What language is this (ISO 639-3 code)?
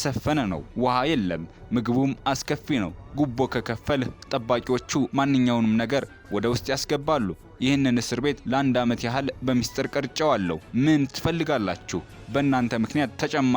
amh